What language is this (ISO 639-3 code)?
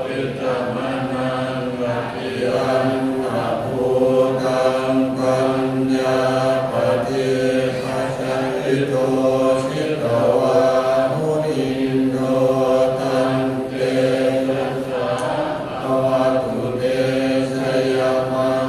pli